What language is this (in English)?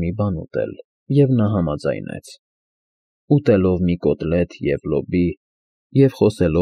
Armenian